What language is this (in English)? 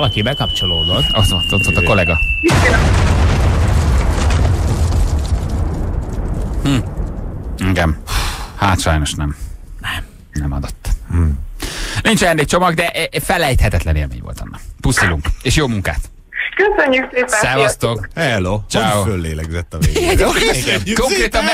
Hungarian